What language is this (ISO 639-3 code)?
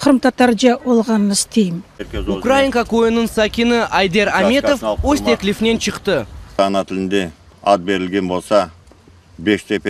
crh